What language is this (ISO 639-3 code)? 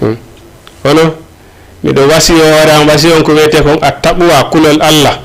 ful